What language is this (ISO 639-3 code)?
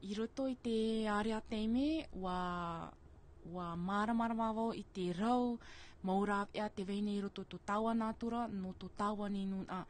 tah